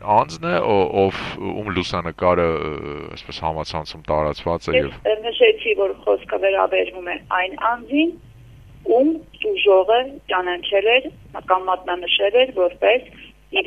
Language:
Armenian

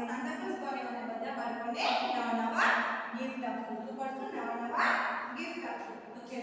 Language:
Gujarati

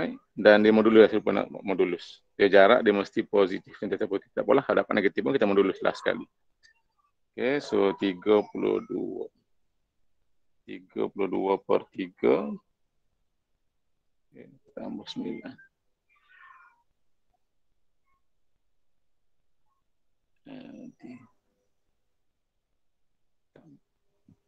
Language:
Malay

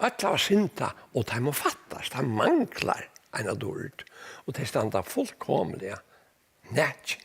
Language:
Faroese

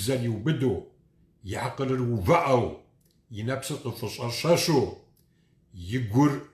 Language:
Kabardian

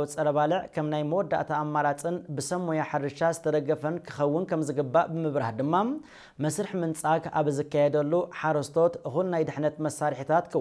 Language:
Tigrinya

